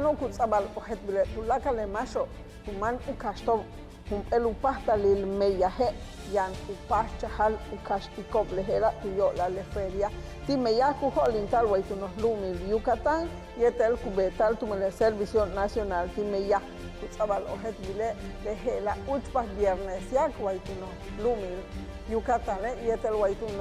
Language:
Yucateco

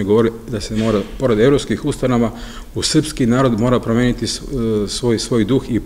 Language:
Serbian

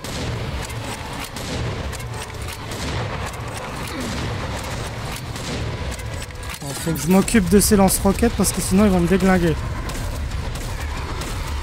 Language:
French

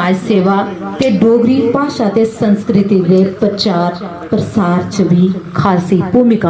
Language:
Dogri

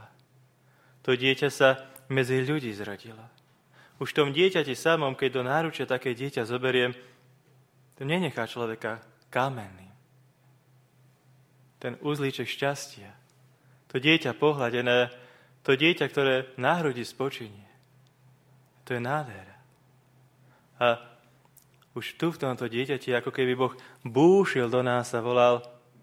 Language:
Slovak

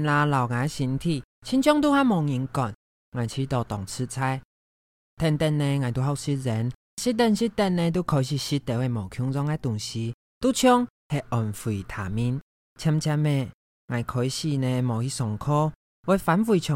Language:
Hakka Chinese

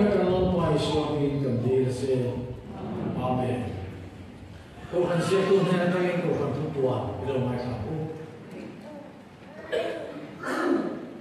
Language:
Vietnamese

